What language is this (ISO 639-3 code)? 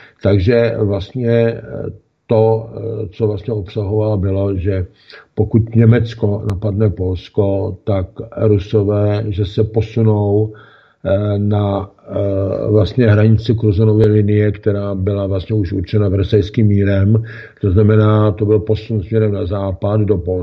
ces